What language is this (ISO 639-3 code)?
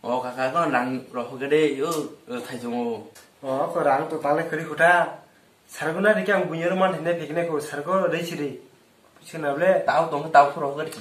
trp